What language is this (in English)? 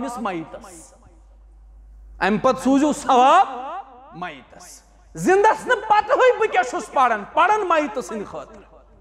Kashmiri